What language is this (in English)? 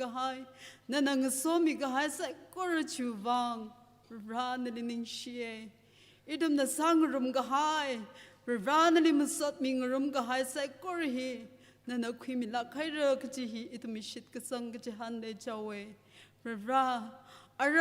Tangkhul Naga (India)